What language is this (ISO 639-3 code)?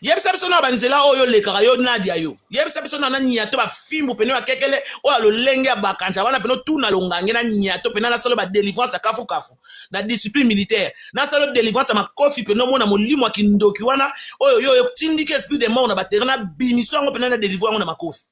lin